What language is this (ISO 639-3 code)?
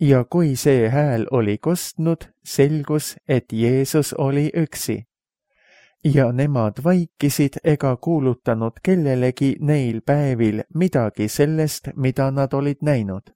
est